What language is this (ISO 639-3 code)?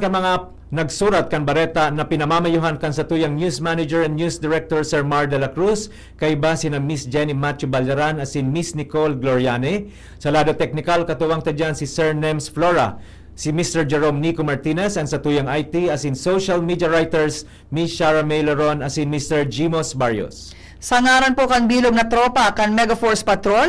bik